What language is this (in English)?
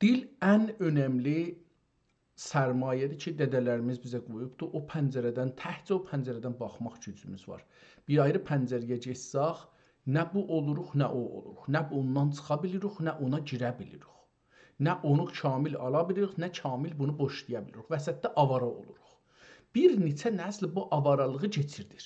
South Azerbaijani